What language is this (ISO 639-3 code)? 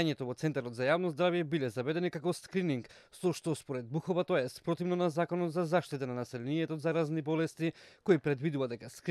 mkd